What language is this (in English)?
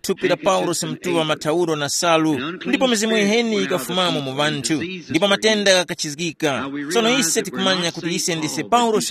Tumbuka